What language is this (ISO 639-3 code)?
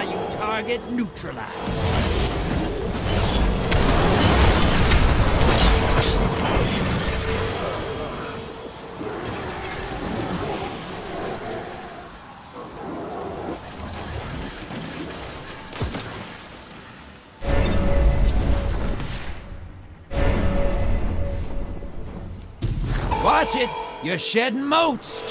eng